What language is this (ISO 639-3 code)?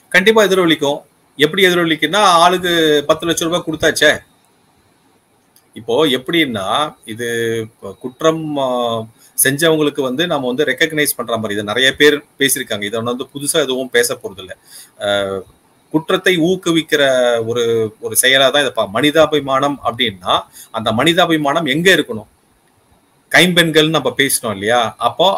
tam